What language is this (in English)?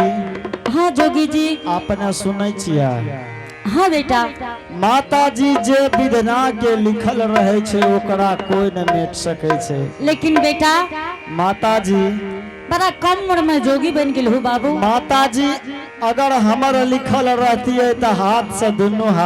Angika